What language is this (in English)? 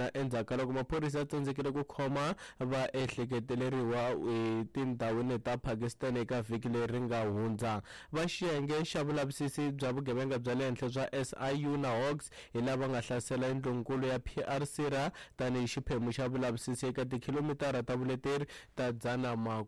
Tsonga